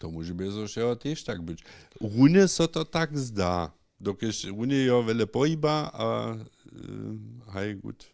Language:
Upper Sorbian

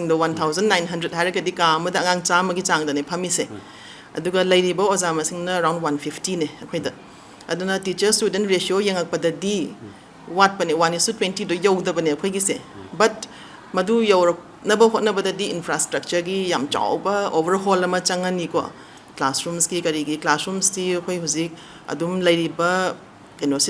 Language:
Manipuri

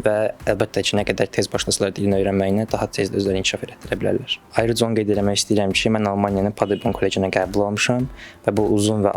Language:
Azerbaijani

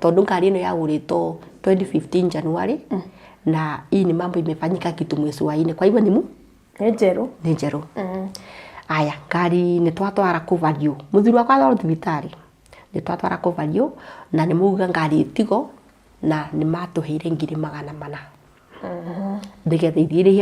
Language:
Kikuyu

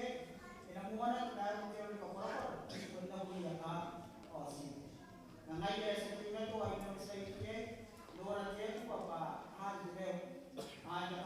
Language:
Gilbertese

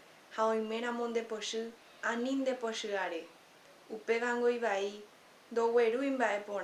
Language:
Guarani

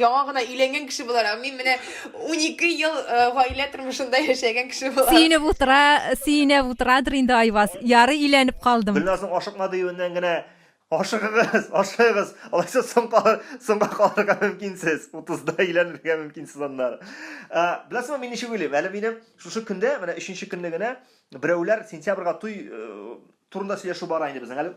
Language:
Tatar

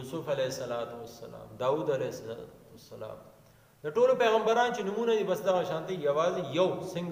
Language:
Pashto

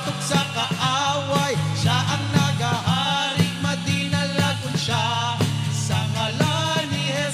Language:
Hiligaynon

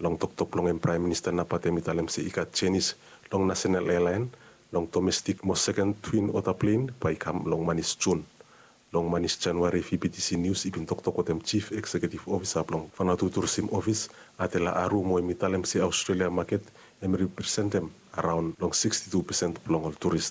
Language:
Bislama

